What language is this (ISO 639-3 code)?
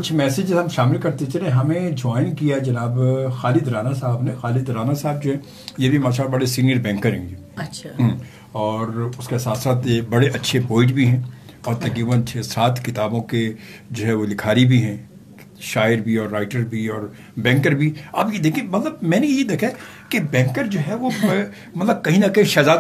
urd